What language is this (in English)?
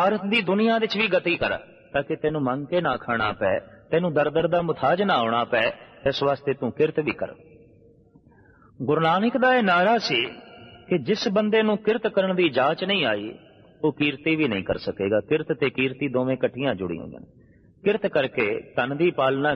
Punjabi